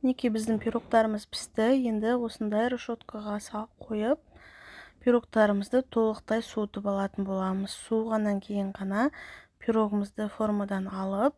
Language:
Kazakh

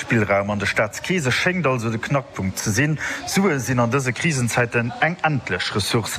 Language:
Luxembourgish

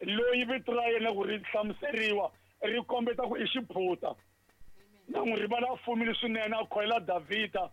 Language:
Tsonga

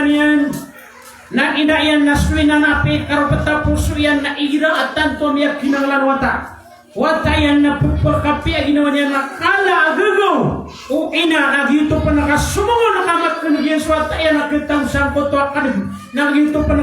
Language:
Maranao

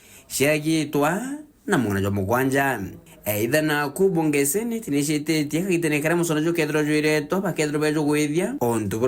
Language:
Meru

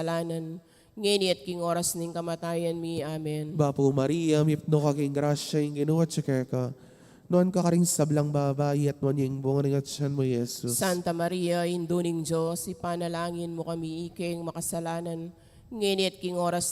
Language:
Pampanga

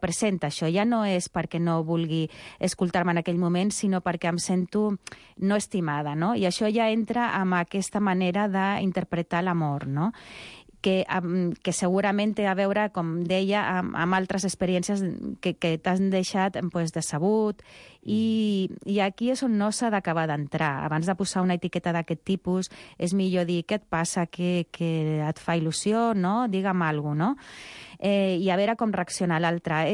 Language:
Catalan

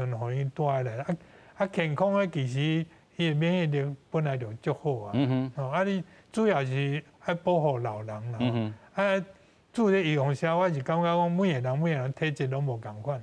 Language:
Min Nan Chinese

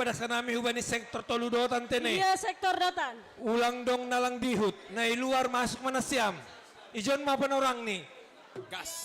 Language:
Batak Simalungun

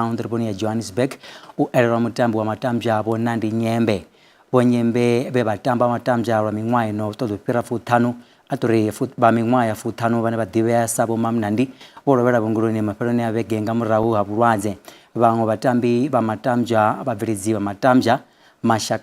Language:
Venda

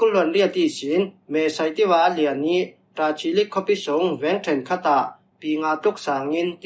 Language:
Falam Chin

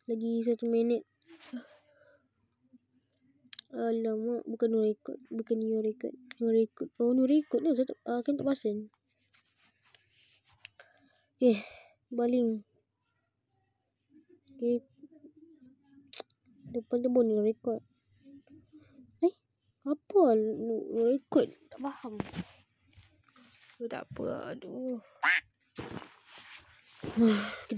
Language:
Malay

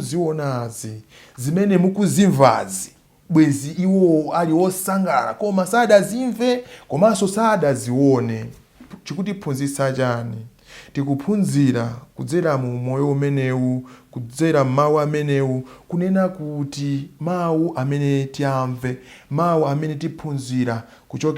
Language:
Nyanja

